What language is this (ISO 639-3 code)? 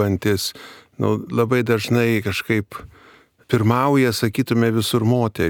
lit